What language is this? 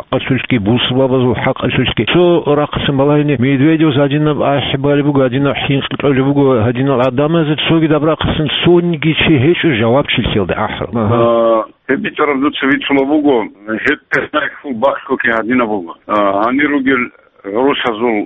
Avaric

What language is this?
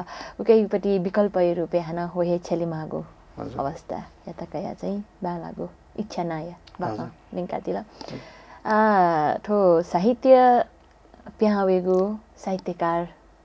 Newari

